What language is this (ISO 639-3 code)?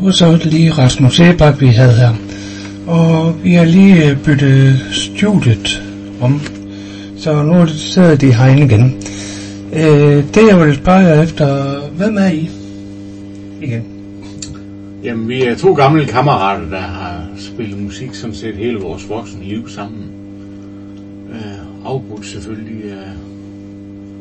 dan